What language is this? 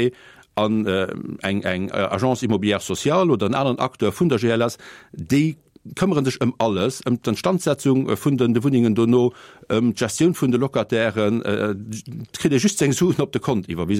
Luxembourgish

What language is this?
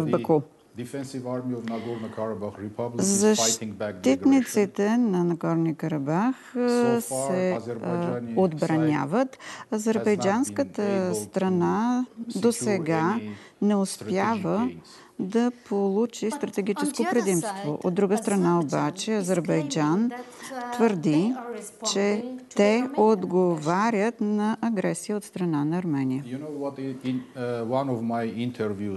Bulgarian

